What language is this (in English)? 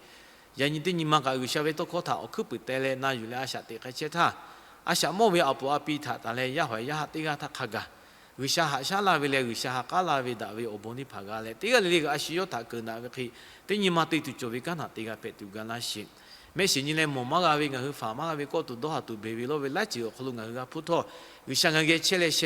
Lahu